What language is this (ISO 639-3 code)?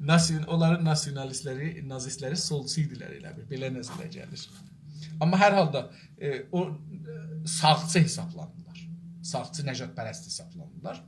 azb